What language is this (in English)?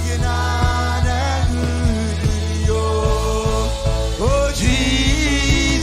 Marshallese